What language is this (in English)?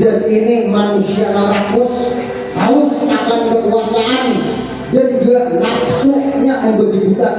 Banjar